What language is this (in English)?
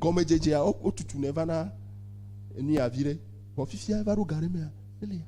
Ewe